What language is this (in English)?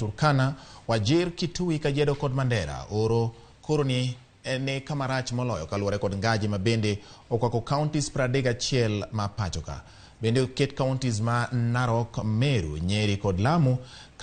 Luo (Kenya and Tanzania)